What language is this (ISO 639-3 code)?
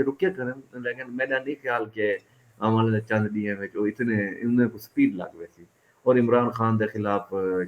skr